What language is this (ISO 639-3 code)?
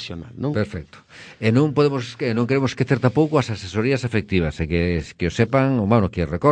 glg